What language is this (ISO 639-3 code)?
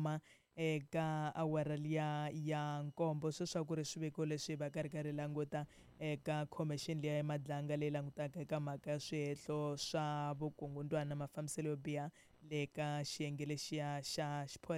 tso